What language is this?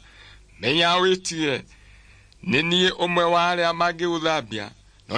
Kikuyu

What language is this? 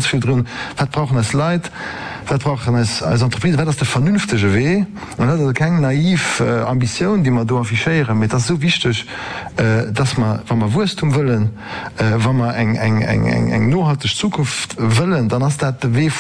Luxembourgish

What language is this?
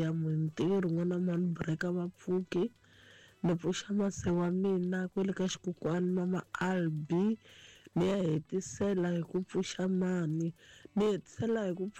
Tsonga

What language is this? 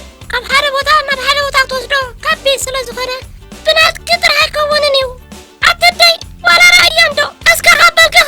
Tigrinya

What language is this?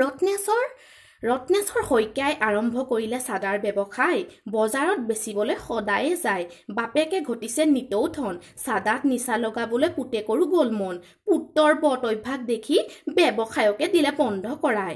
Assamese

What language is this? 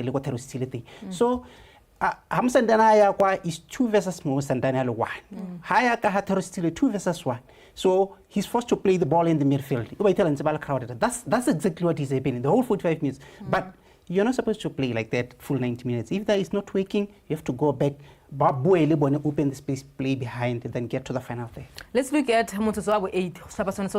Tswana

